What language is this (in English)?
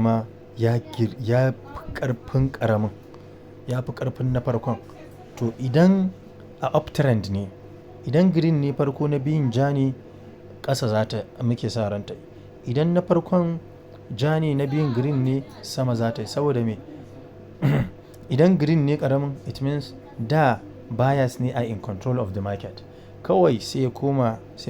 Hausa